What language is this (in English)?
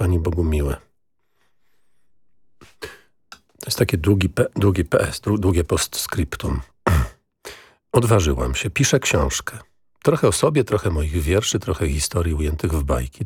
Polish